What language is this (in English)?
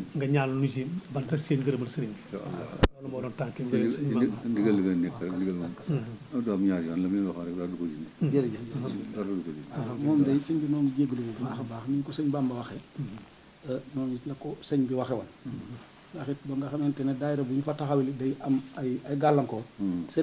Wolof